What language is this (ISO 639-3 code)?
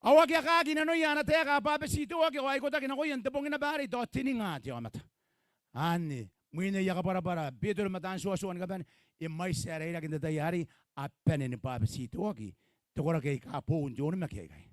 gil